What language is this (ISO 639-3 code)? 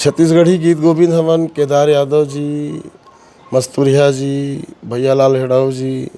hne